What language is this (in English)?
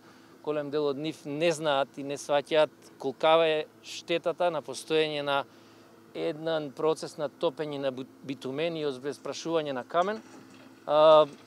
Macedonian